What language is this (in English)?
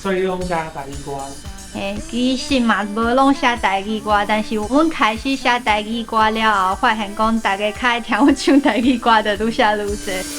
Min Nan Chinese